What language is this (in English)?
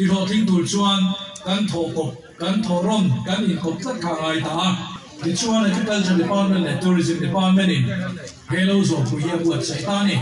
Mizo